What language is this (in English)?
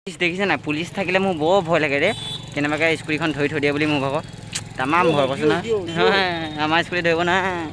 Assamese